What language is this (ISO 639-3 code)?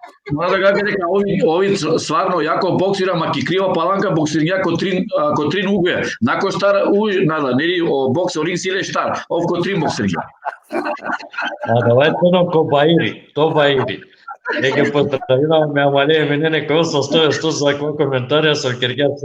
rmn